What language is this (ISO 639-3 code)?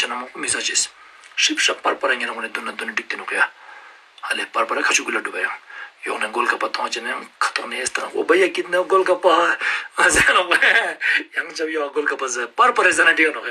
lbj